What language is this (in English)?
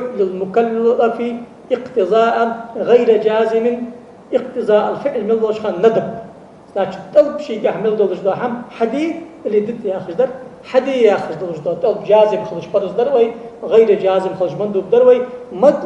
Ingush